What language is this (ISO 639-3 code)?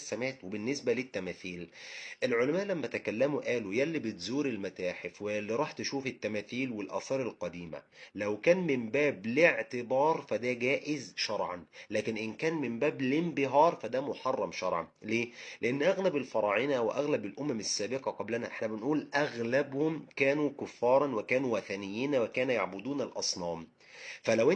arz